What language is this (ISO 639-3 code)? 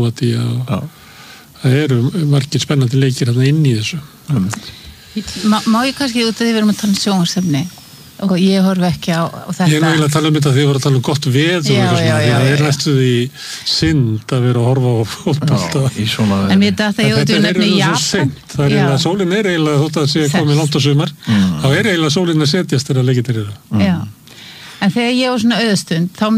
isl